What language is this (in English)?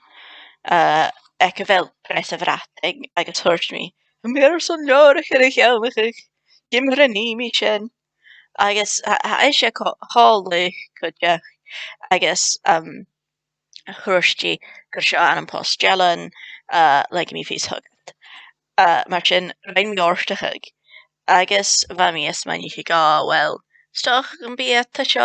Scottish Gaelic